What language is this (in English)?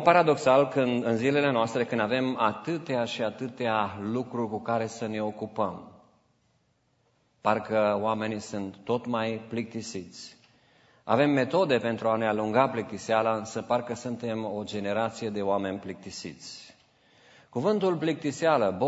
Romanian